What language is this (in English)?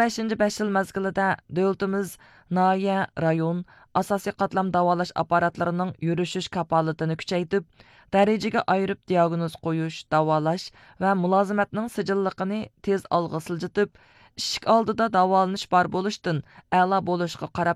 Uyghur